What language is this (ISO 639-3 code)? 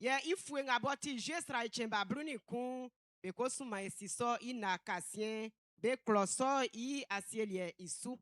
bci